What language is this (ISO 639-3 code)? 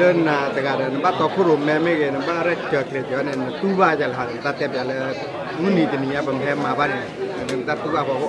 ksw